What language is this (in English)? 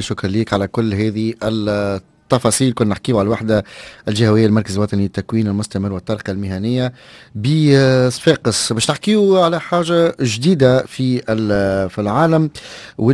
Tunisian Arabic